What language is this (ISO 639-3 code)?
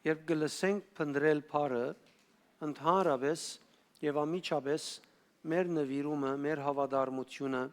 hyw